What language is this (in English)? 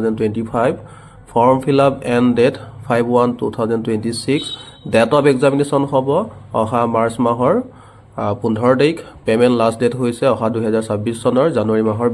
Assamese